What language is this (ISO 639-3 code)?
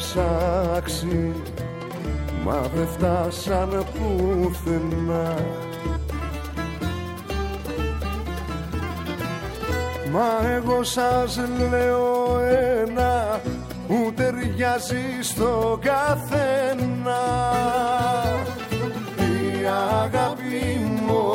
ell